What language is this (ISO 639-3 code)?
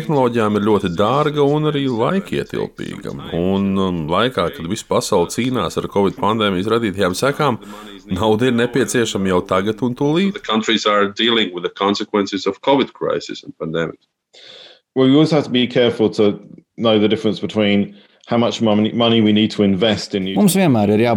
lav